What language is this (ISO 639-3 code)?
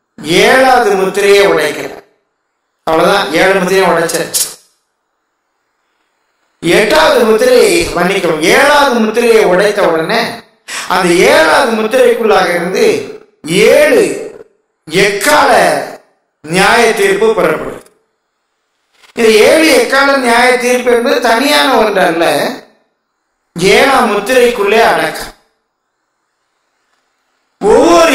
tam